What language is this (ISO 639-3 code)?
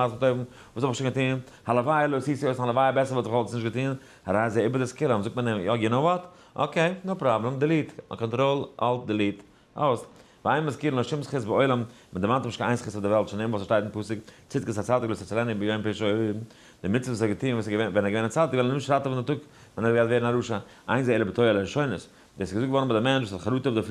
yid